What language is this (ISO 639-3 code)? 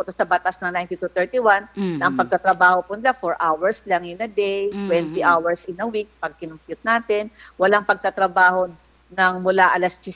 fil